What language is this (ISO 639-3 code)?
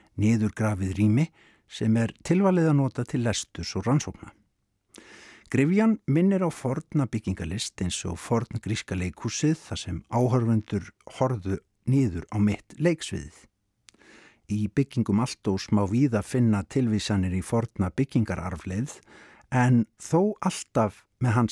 isl